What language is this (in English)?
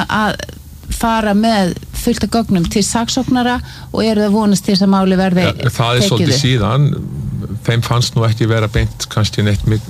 Icelandic